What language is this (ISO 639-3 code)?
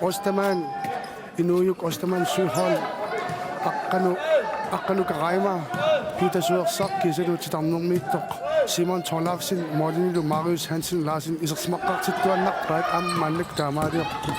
kal